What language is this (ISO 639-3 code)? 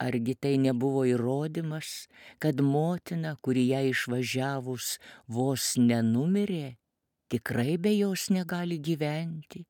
lit